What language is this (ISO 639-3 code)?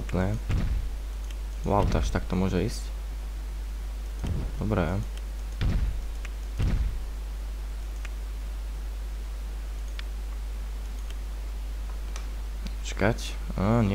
slk